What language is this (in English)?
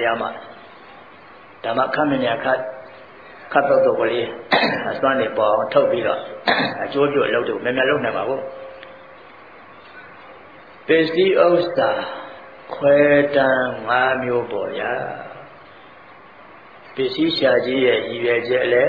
Burmese